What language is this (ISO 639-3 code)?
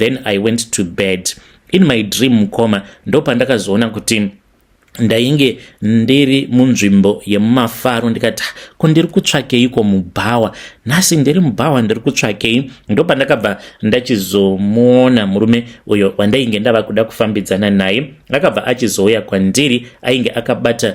sna